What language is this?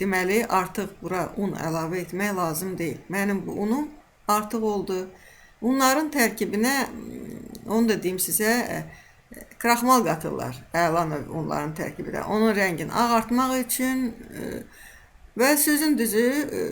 Azerbaijani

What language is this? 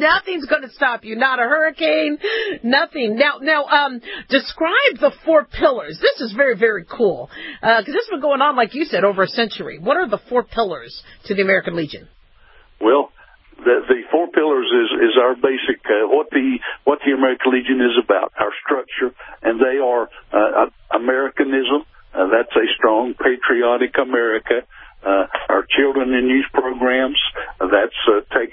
English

